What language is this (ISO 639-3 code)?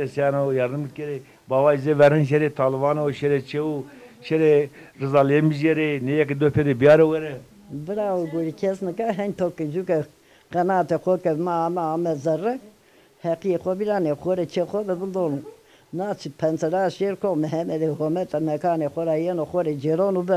zza